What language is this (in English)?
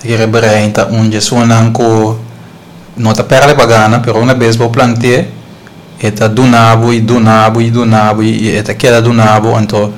Papiamento